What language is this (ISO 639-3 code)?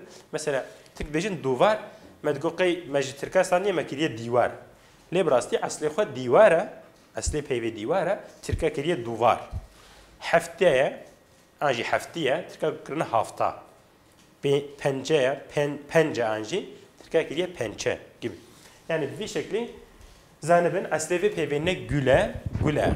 kur